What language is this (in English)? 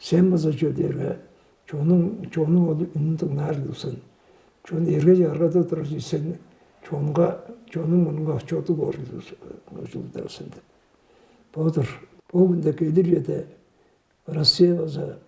Tuvinian